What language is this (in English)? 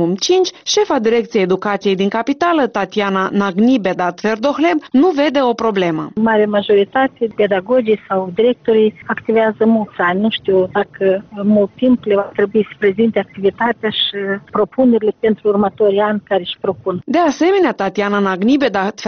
Romanian